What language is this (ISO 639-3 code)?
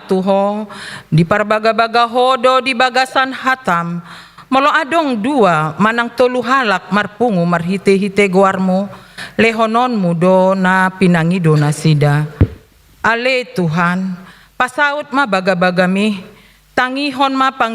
bbc